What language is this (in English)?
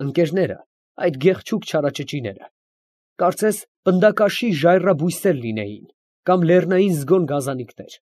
Armenian